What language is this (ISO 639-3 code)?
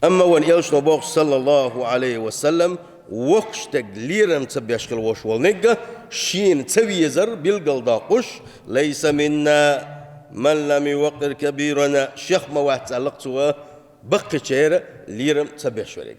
che